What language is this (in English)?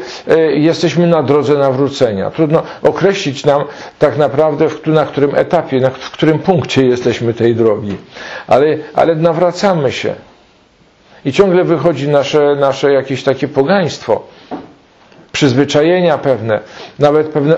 Polish